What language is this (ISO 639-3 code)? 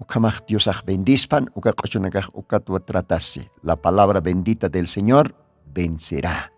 aym